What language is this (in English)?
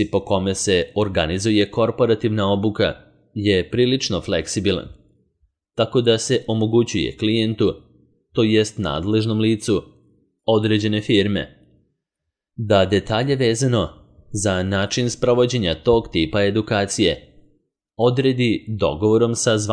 Serbian